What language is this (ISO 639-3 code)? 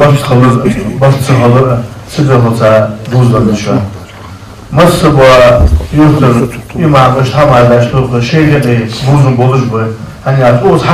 inh